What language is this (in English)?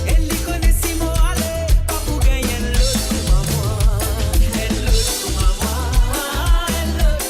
Morisyen